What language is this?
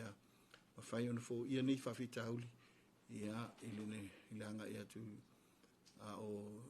Samoan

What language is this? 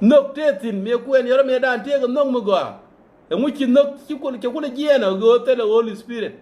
Nuer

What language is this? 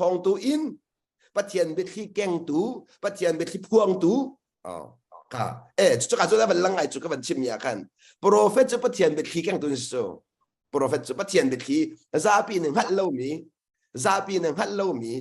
Hakha Chin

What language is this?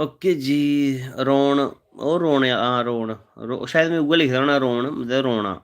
Dogri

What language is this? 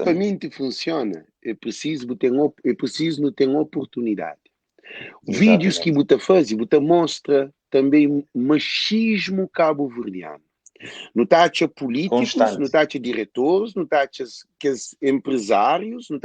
Kabuverdianu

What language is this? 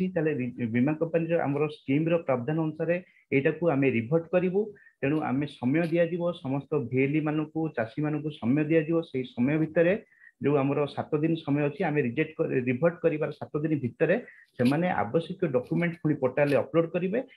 Odia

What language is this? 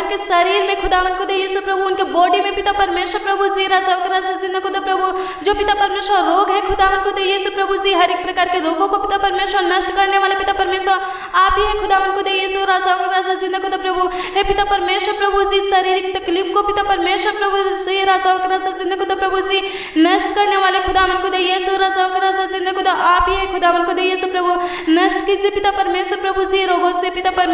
Hindi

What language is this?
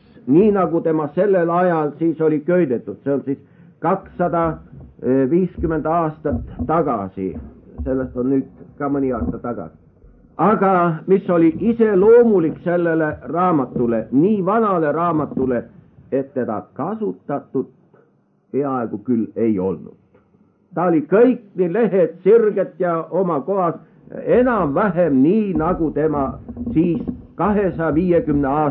Estonian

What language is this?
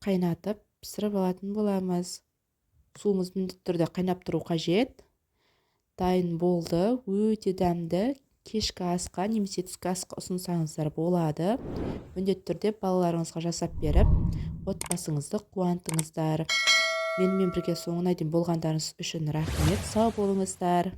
Kazakh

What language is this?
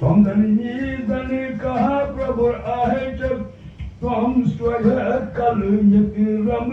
Kashmiri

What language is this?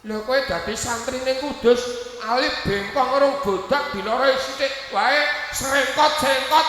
Javanese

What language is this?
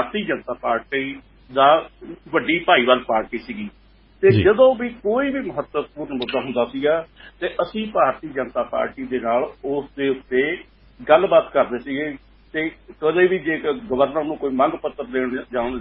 Punjabi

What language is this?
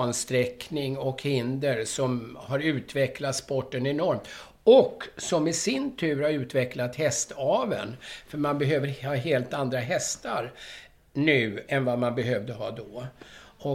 Swedish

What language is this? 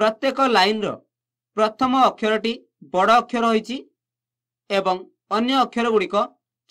Odia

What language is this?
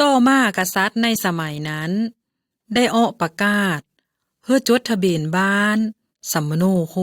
Lao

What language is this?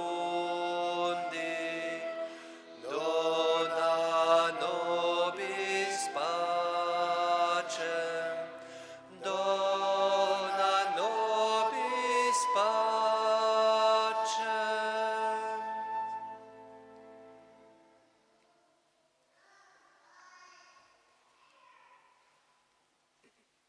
French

